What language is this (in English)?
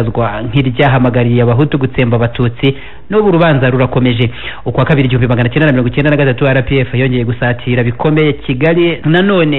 Kinyarwanda